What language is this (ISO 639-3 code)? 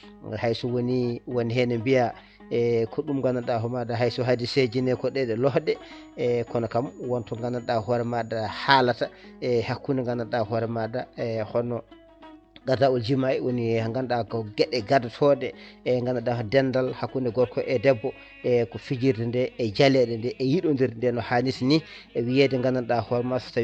ful